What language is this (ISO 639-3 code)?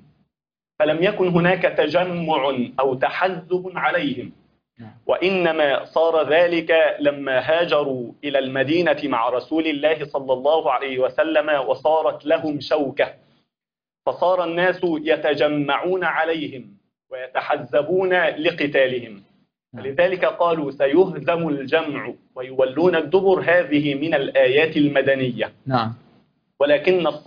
ara